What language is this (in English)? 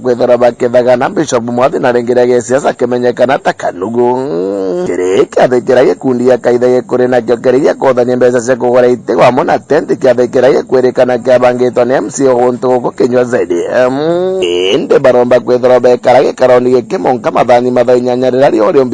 Meru